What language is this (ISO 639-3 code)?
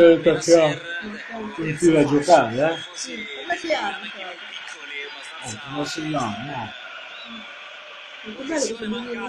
ita